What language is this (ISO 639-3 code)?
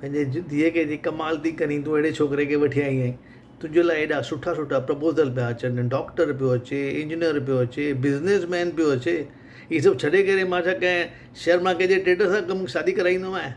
snd